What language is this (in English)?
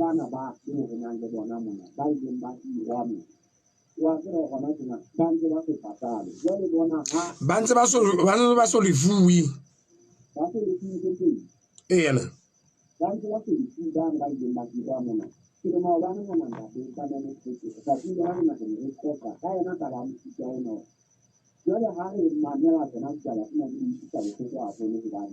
Southern Sotho